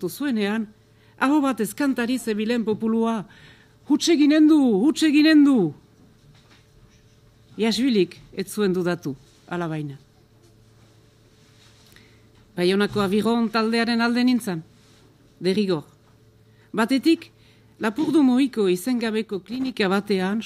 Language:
Basque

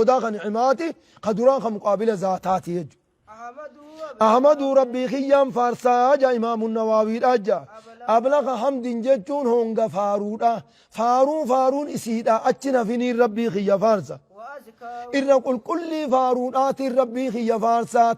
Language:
Oromo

